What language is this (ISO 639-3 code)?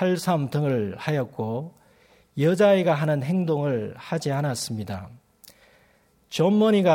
kor